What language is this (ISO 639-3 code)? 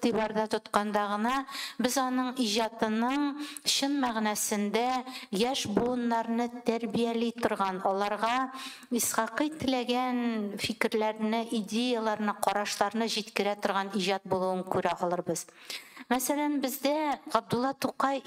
tat